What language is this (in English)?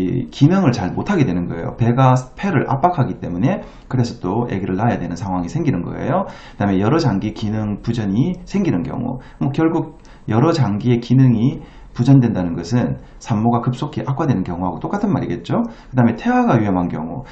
Korean